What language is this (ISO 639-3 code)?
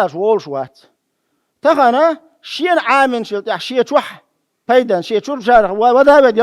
che